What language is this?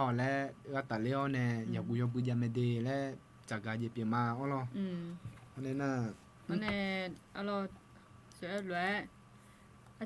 Akha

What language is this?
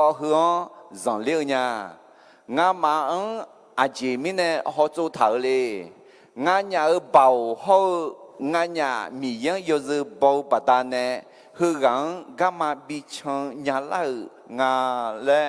Akha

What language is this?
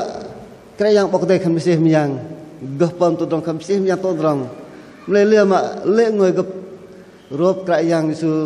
Bahnar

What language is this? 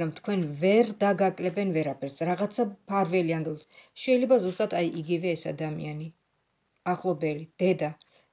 Georgian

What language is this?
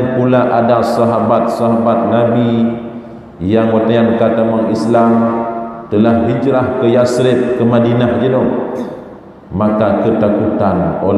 Achinese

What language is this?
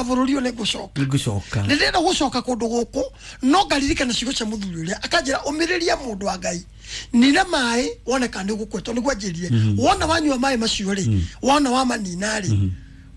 Kikuyu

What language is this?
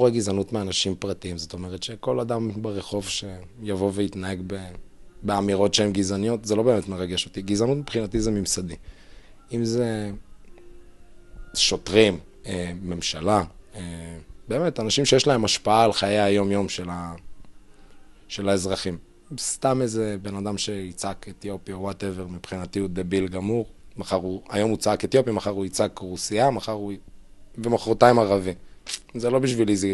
Hebrew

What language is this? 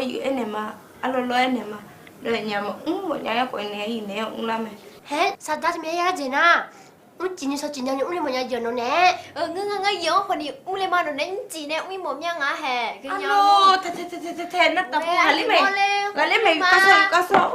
Akha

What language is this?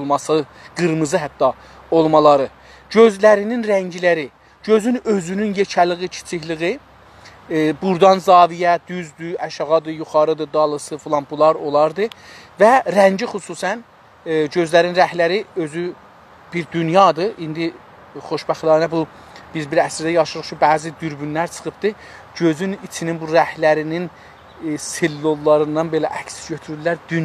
South Azerbaijani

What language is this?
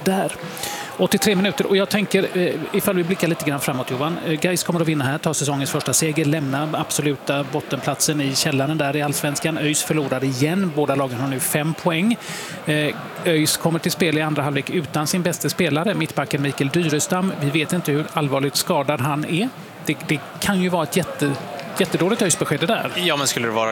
Swedish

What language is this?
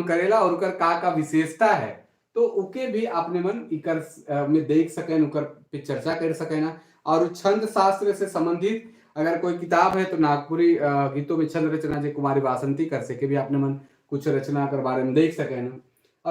Sadri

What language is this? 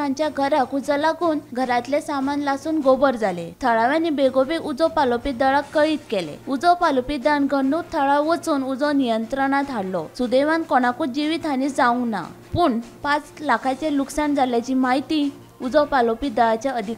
Konkani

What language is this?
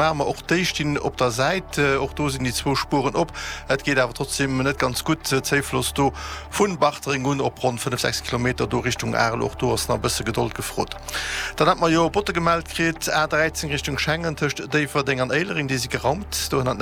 Luxembourgish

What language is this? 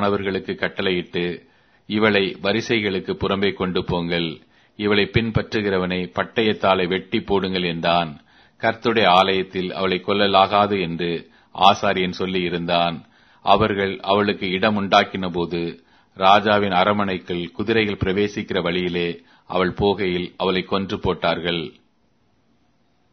Tamil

